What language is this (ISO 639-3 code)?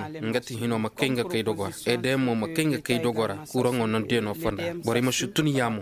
ses